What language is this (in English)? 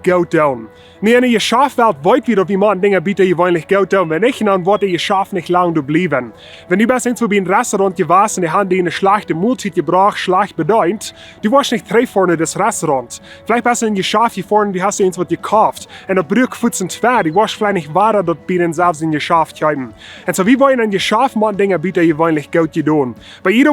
Plautdietsch